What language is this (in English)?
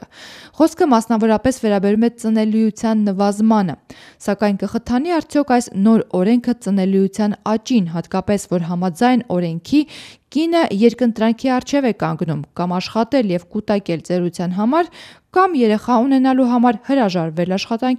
Armenian